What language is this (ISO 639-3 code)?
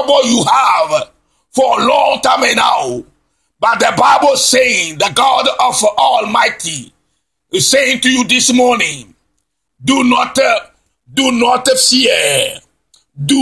ewe